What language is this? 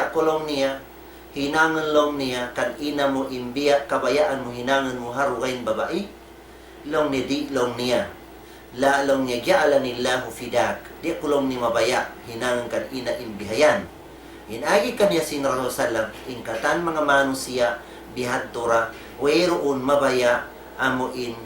Tausug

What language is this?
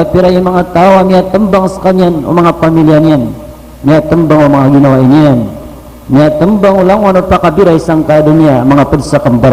Maranao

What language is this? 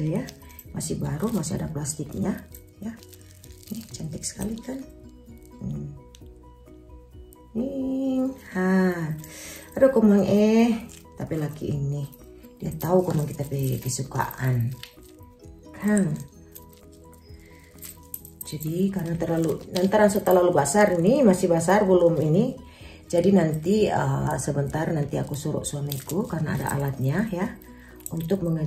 Indonesian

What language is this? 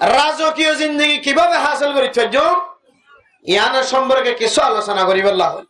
Rohingya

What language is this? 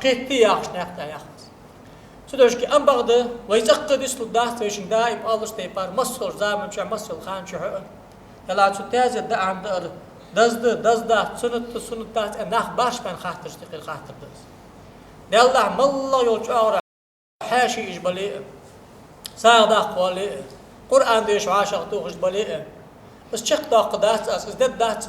Ingush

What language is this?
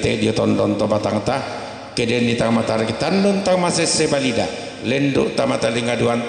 Toraja-Sa'dan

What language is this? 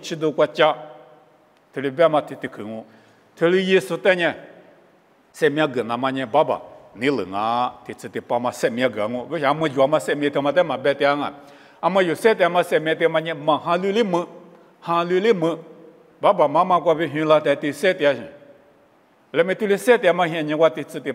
Lisu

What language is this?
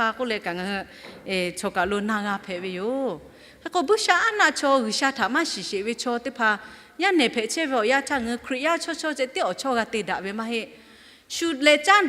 Lahu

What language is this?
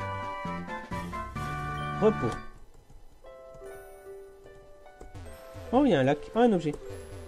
French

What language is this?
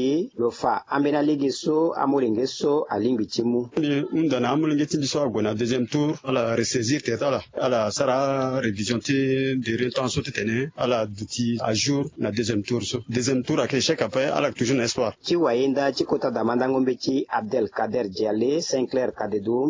Sango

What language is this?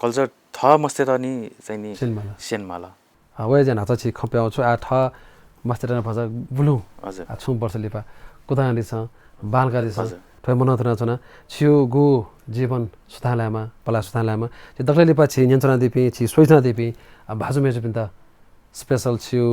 Newari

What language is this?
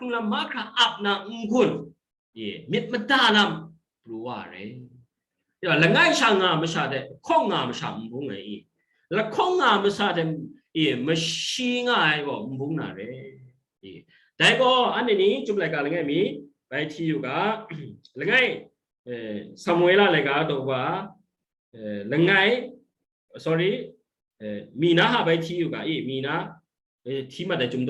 Kachin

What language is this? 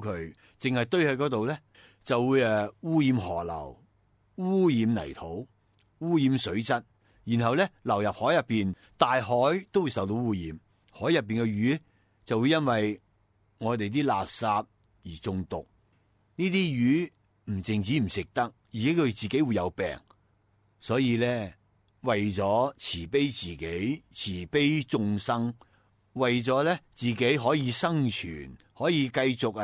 Cantonese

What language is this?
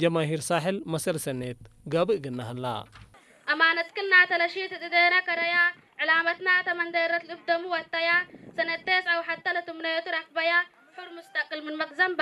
Tigre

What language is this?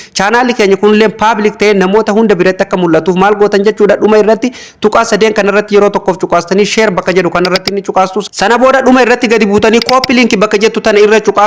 Oromo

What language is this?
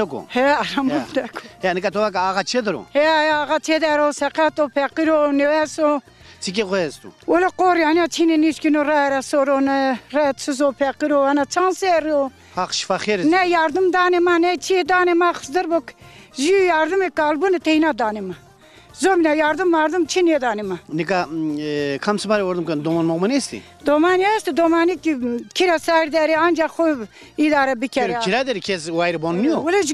Zaza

